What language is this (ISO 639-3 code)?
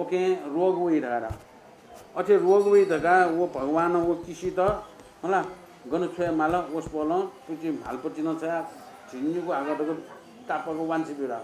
new